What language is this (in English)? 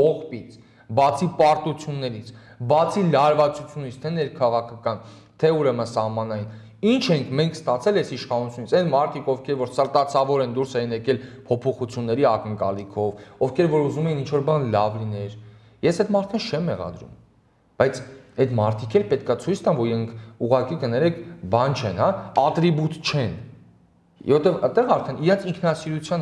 Armenian